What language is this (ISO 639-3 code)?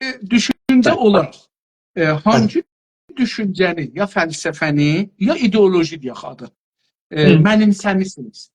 azb